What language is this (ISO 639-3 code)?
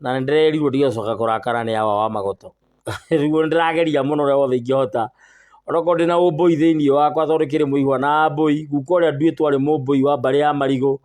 kik